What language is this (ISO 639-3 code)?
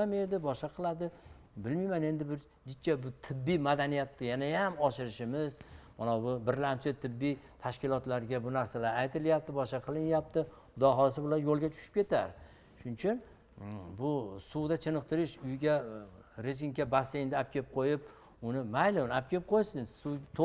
uzb